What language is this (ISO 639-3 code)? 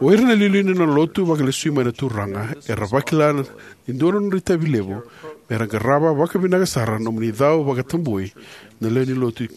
fij